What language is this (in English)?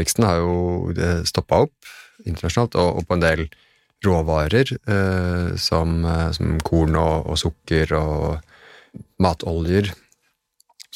Norwegian